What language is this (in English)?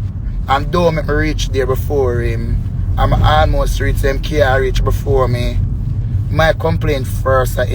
Jamaican Creole English